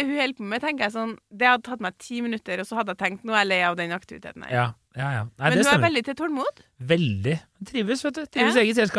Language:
Norwegian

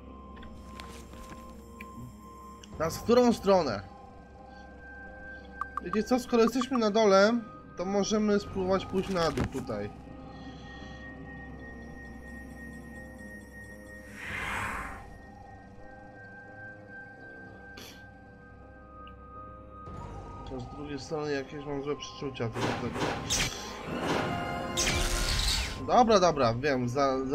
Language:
Polish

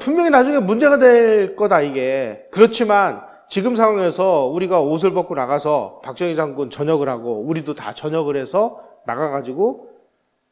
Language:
Korean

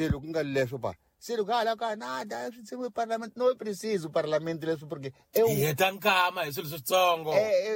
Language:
Tsonga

